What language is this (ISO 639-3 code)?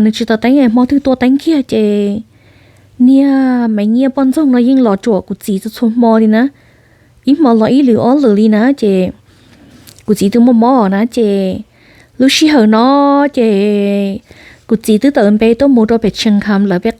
hmn